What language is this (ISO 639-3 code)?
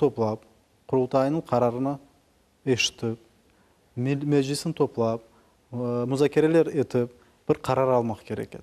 crh